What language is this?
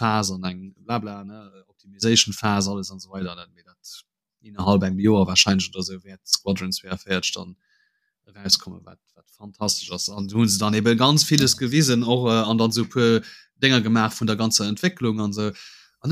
Luxembourgish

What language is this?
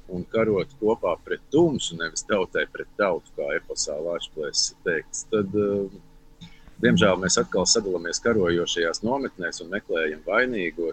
Latvian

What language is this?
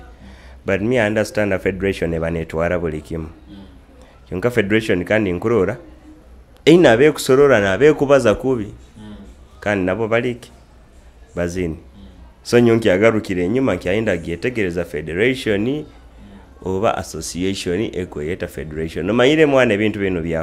Nyoro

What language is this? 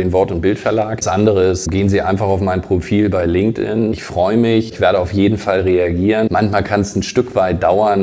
German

